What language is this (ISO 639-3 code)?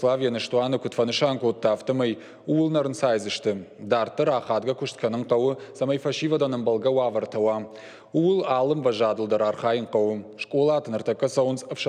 oss